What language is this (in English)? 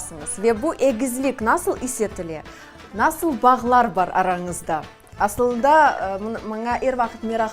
Crimean Tatar